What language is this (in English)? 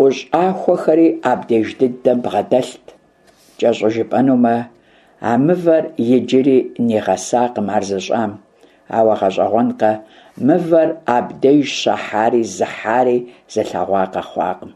Kabardian